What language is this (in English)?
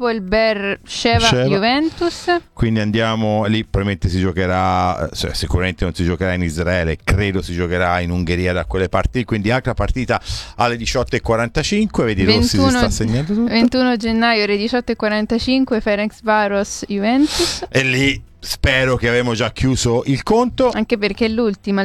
Italian